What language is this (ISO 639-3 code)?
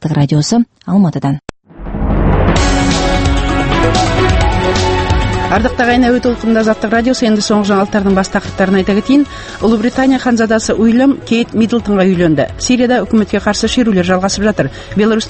kaz